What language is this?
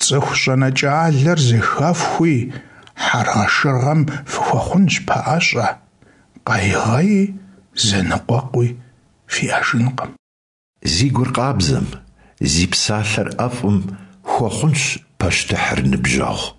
Kabardian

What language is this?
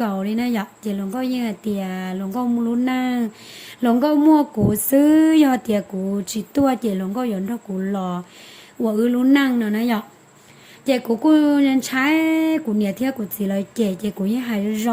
Hmong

